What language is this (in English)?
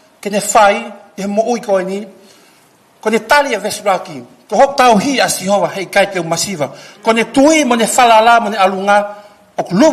Tongan